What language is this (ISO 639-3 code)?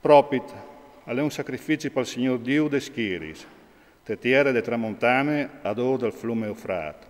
fur